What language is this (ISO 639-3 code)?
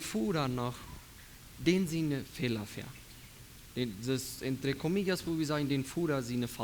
pdt